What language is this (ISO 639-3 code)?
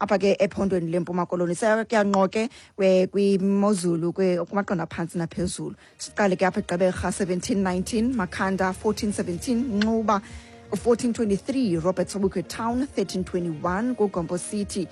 xho